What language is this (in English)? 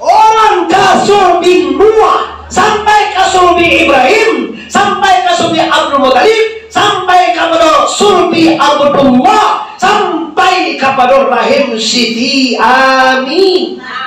Minangkabau